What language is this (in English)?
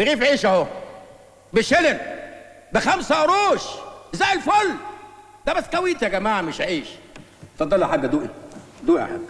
Egyptian Arabic